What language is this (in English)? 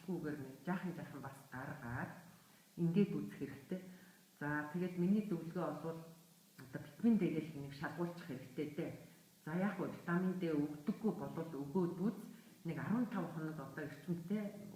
Mongolian